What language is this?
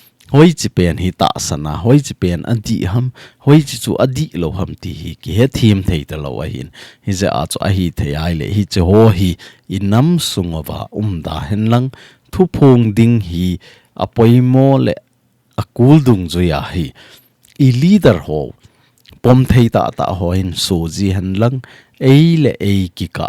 Thado Chin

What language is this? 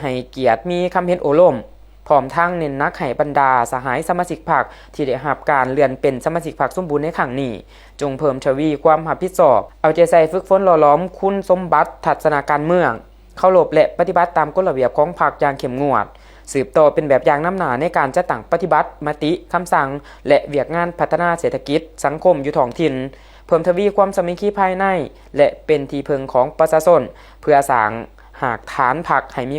Lao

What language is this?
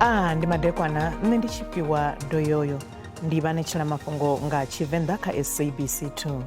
Venda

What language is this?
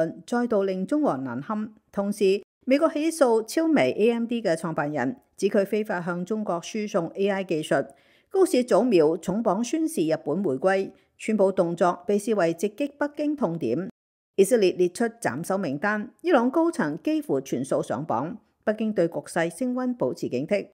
Cantonese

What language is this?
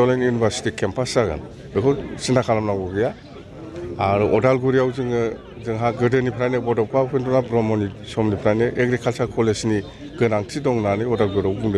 Bodo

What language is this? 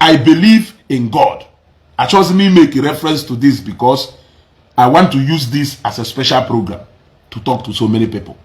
Igbo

